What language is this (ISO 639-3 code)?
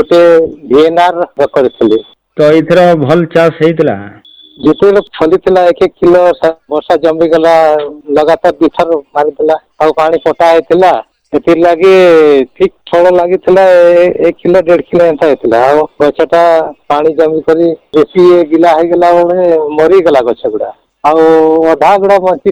ori